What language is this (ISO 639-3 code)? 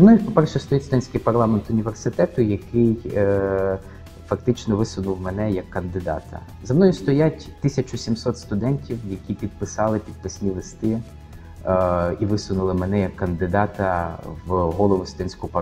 ukr